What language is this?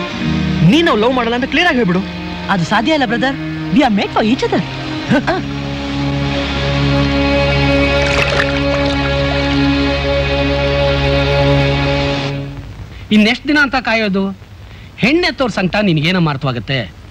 Kannada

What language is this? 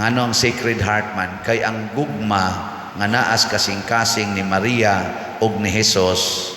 Cebuano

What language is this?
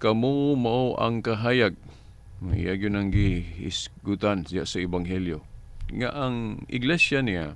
Cebuano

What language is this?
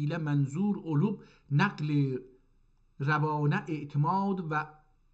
South Azerbaijani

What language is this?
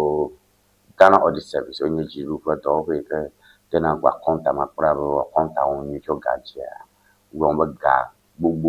Ewe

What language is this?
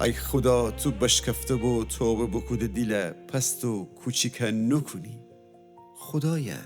Gilaki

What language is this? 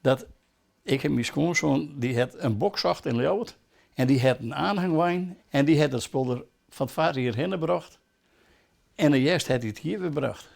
Western Frisian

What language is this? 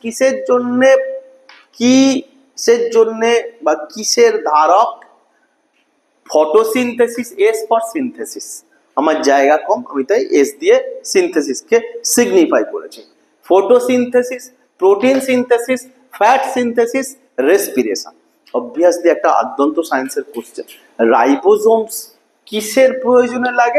Bangla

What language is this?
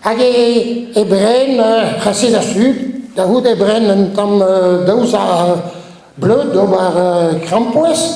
Breton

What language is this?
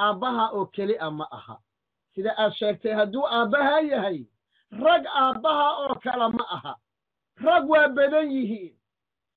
Somali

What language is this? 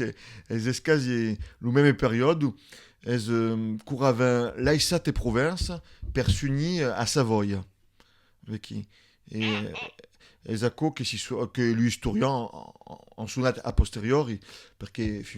Occitan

